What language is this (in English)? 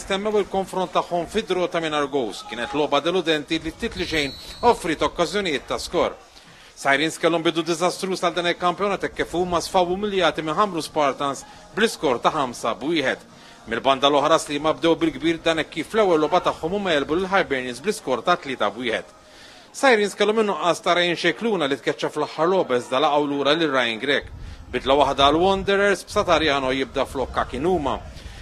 Maltese